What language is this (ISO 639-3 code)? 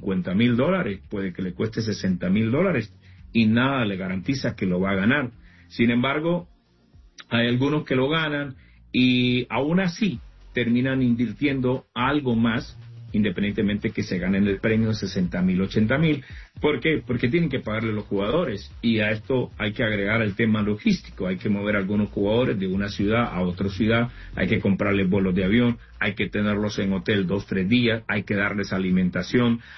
spa